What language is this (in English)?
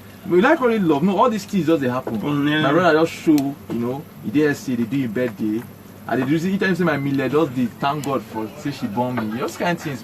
Nigerian Pidgin